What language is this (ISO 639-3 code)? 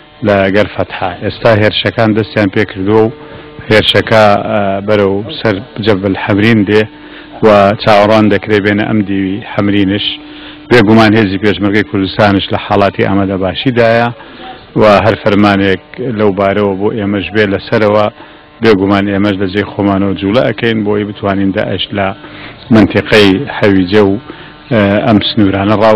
ckb